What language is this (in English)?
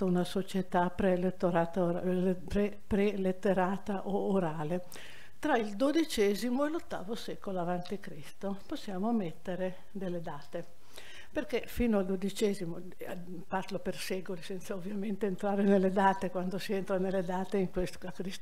Italian